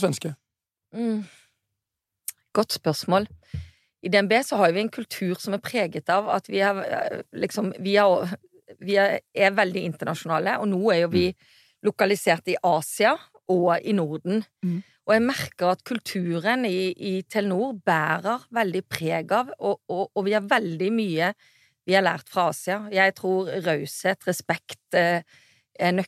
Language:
Norwegian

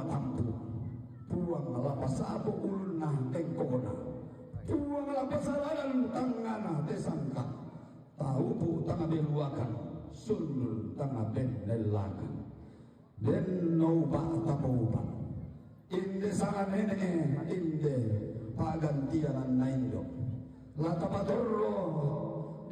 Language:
Toraja-Sa'dan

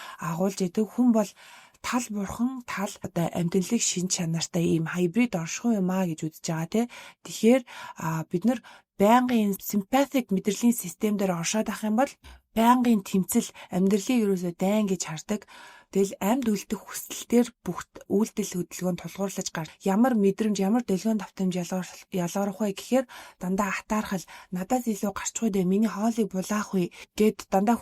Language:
Mongolian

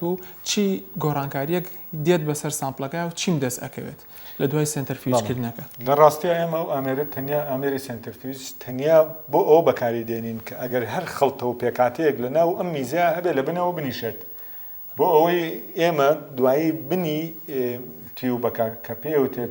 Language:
Central Kurdish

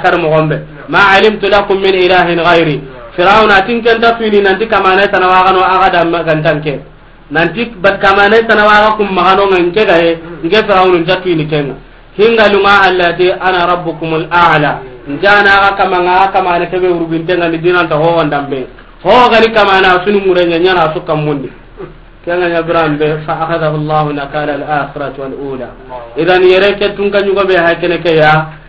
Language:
Soninke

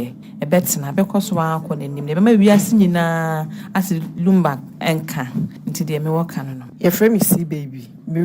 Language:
Akan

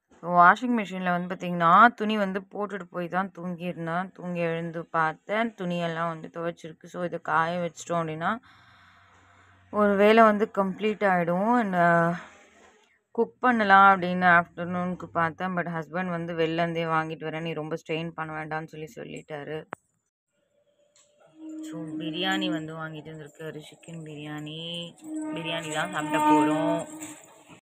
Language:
Tamil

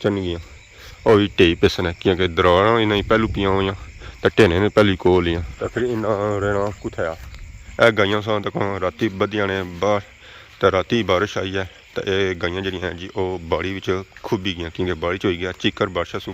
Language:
Pahari-Potwari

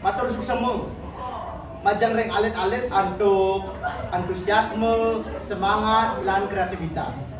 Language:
Balinese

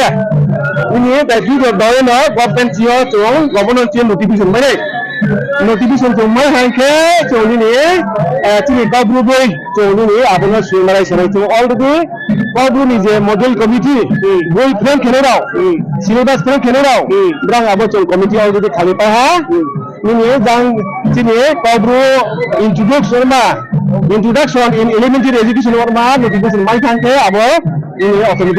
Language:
Riang (India)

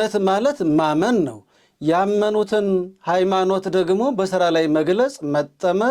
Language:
Amharic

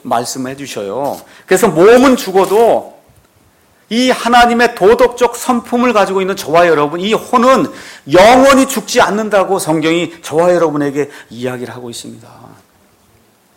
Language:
Korean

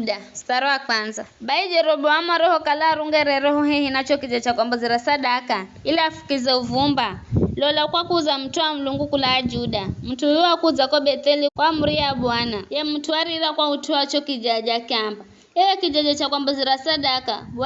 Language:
Giryama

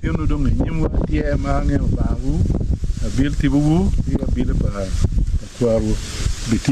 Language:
Acoli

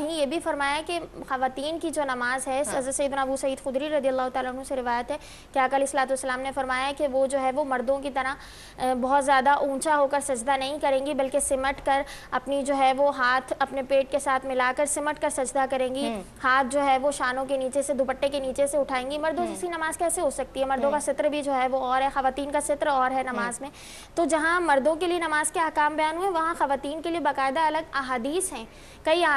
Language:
Urdu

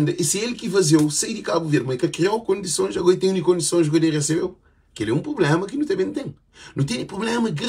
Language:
Kabuverdianu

